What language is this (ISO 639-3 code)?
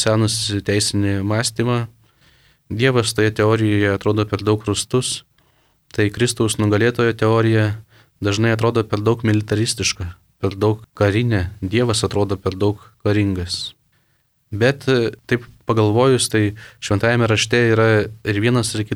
lit